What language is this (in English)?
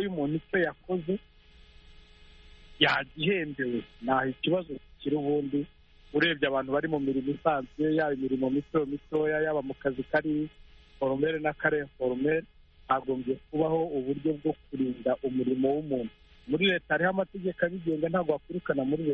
Kinyarwanda